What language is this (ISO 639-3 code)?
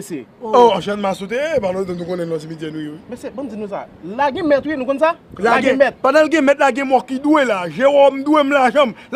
hat